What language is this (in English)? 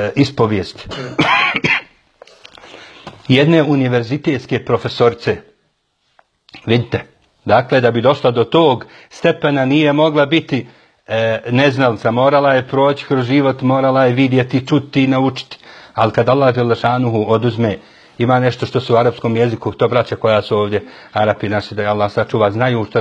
Bosnian